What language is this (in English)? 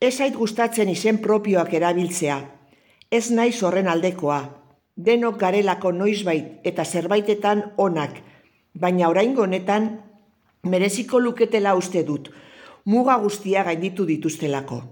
Basque